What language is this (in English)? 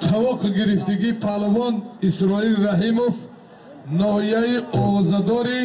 Tajik